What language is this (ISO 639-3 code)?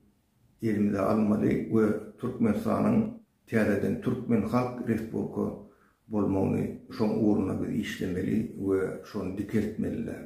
tuk